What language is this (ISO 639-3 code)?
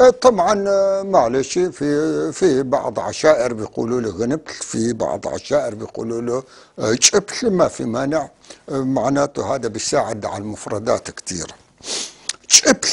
apc